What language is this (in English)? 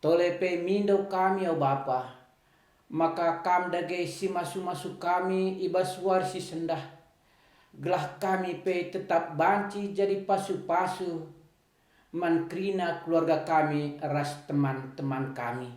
Batak Karo